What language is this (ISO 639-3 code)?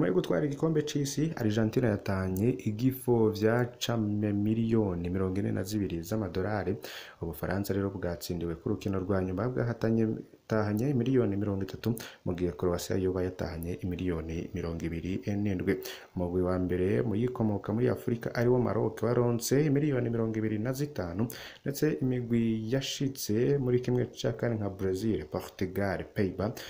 run